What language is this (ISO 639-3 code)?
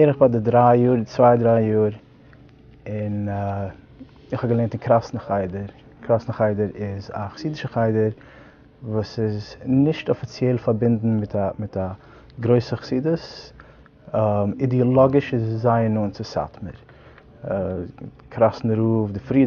yid